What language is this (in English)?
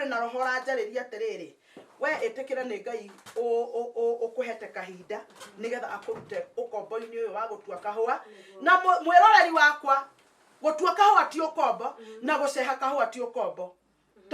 Kikuyu